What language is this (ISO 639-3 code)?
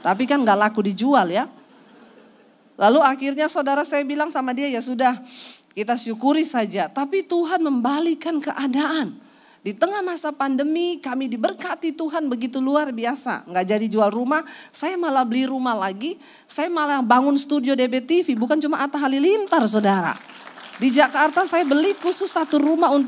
ind